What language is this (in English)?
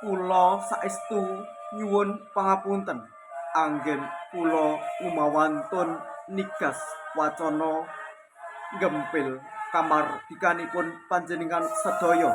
Javanese